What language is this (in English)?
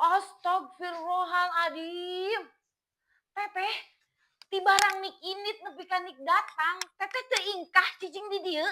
Sundanese